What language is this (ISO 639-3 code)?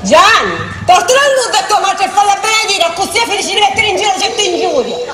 scn